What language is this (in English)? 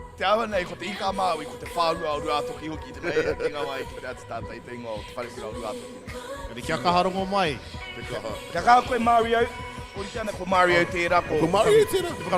Māori